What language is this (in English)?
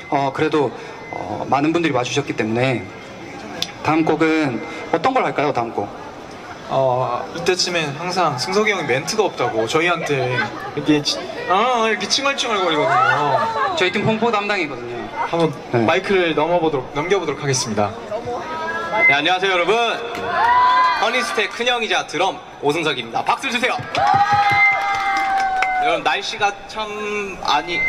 Korean